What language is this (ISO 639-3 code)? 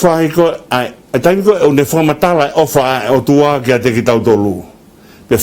ton